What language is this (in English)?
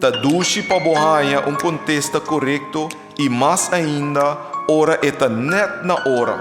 Papiamento